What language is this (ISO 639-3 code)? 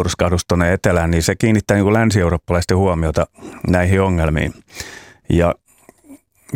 fin